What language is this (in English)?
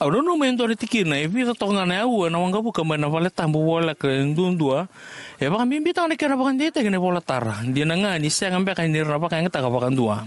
Fijian